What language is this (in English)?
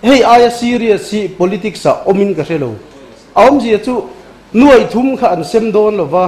Mizo